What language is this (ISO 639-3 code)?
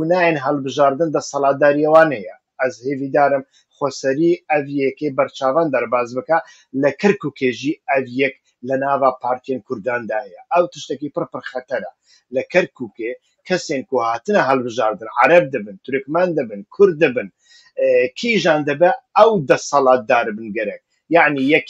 kur